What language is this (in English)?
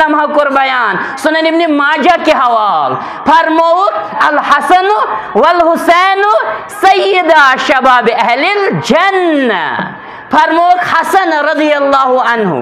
Kashmiri